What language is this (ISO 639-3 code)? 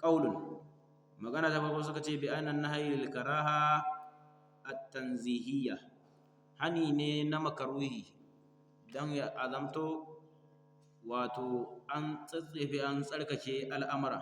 hau